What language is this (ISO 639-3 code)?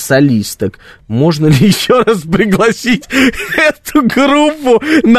rus